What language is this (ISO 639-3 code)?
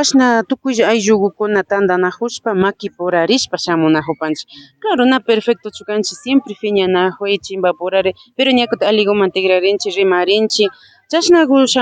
qvi